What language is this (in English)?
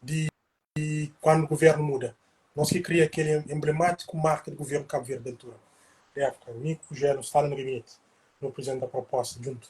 Kabuverdianu